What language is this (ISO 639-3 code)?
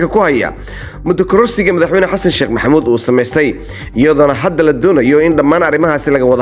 som